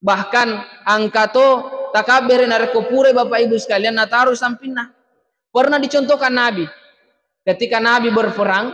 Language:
Buginese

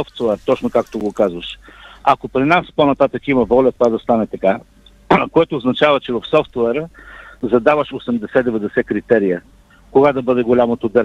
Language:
Bulgarian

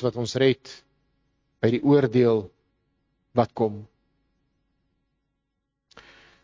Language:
Afrikaans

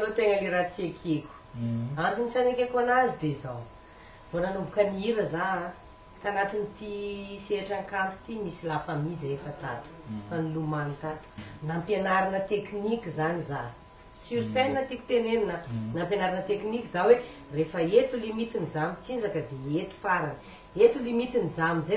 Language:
Malagasy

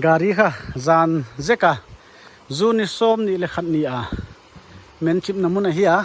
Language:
Paite Chin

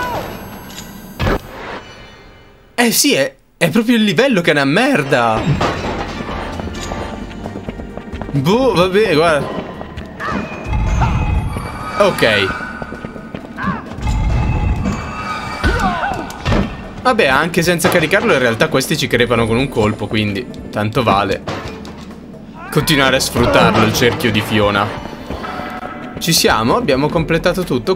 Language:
Italian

